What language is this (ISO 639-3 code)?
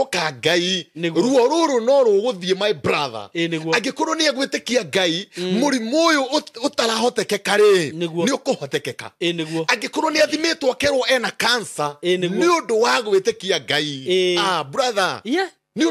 kik